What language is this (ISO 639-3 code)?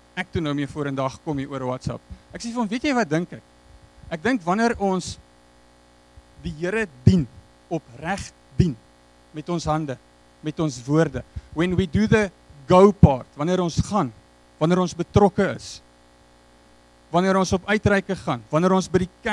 afr